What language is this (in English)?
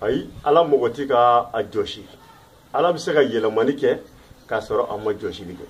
Bambara